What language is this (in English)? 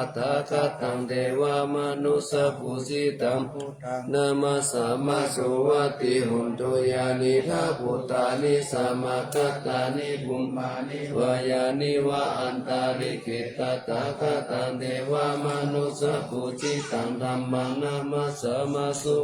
Pali